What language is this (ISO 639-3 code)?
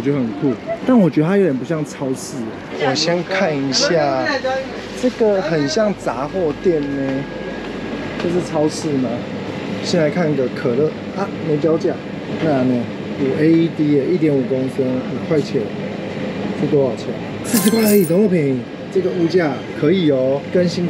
zho